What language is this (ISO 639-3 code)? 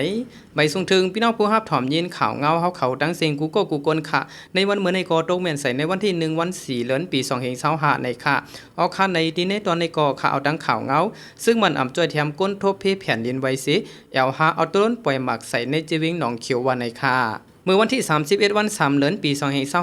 shn